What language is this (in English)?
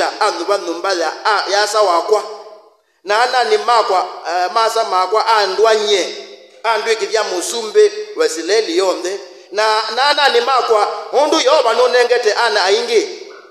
Kamba